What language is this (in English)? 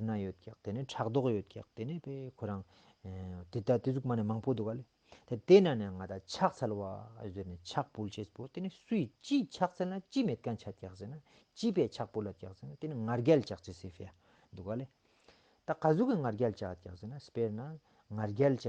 Ladakhi